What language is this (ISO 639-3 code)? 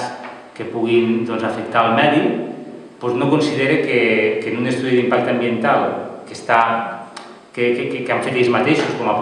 cat